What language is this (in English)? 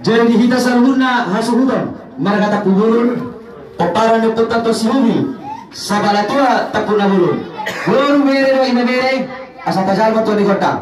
Batak Toba